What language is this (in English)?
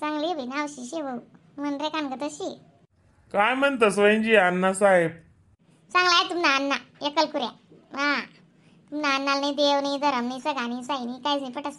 Khandesi